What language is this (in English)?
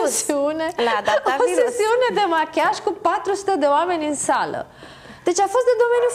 Romanian